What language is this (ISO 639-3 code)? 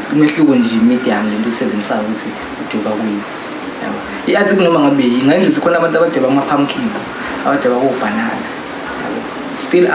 zul